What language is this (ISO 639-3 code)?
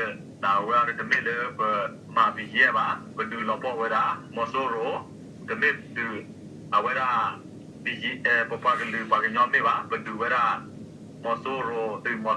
ksw